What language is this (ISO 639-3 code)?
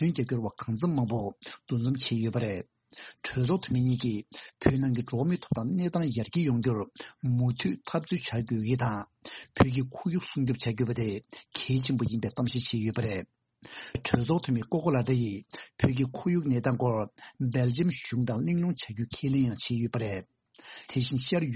bod